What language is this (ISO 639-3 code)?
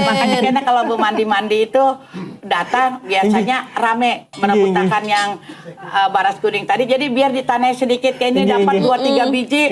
bjn